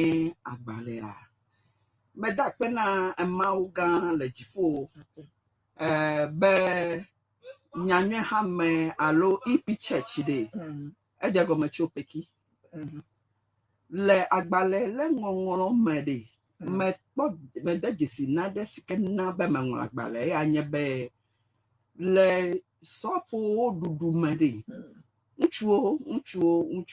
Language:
Ewe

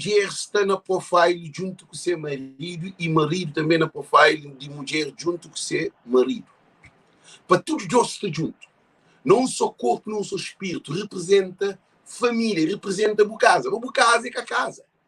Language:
Kabuverdianu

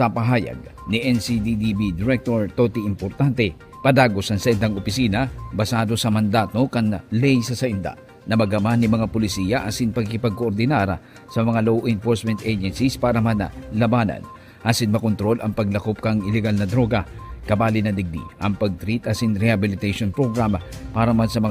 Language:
Bikol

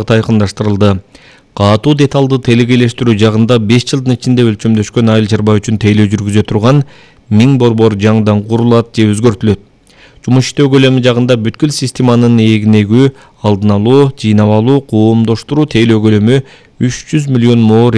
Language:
Kyrgyz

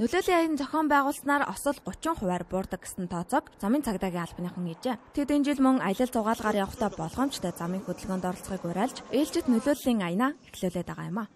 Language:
Mongolian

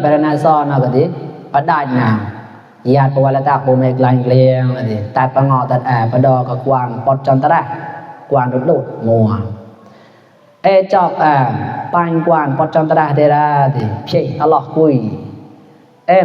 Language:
Mon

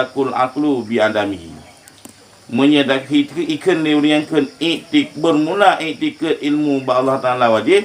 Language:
Achinese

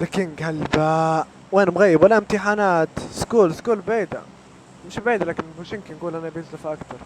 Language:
Libyan Arabic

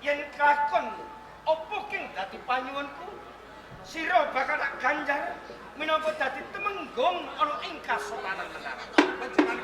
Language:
Javanese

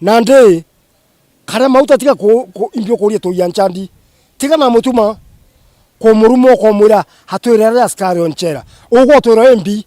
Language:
Meru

